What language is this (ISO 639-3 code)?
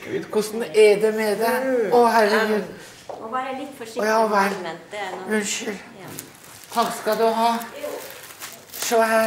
nor